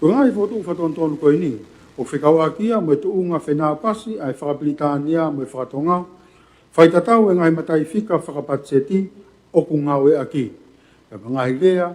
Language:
Tongan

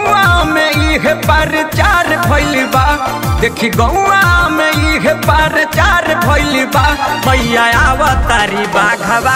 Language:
Bhojpuri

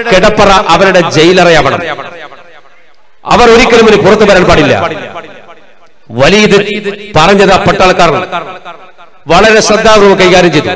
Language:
Malayalam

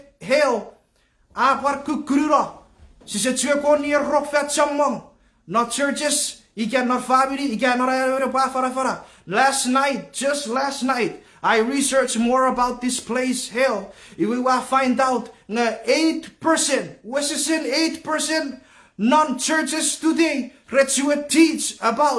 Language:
Chuukese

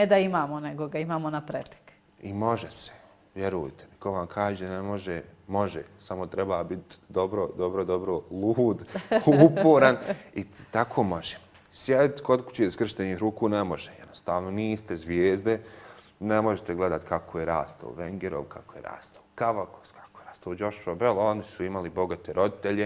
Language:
Bosnian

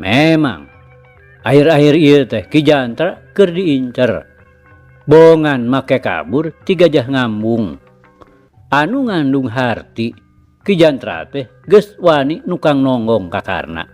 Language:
Sundanese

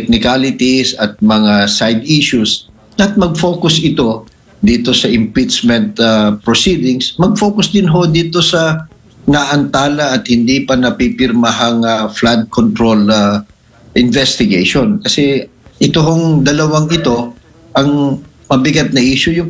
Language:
Filipino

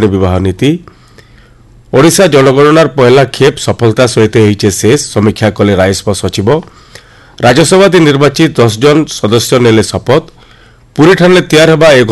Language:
Odia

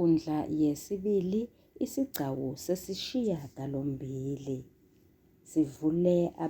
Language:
Zulu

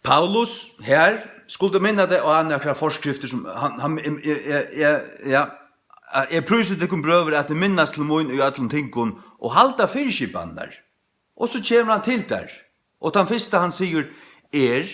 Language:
Faroese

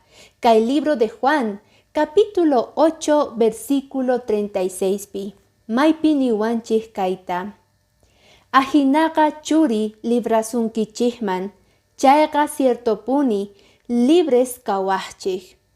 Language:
Quechua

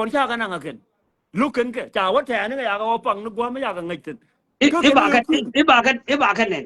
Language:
Nuer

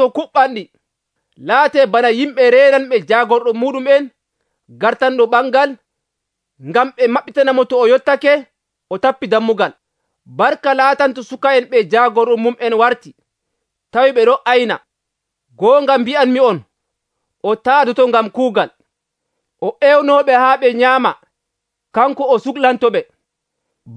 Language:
Nigerian Fulfulde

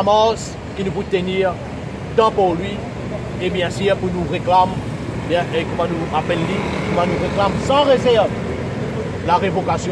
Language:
Morisyen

